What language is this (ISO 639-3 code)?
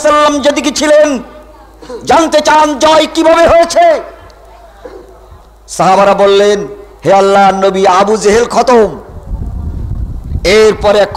ben